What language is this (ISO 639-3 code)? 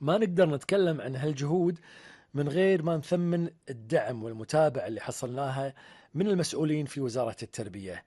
afb